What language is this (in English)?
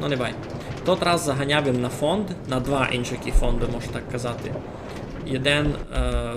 Rusyn